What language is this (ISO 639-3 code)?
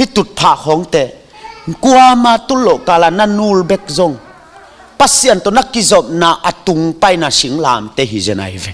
ctd